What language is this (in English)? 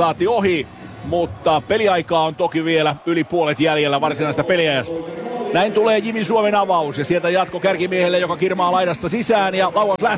Finnish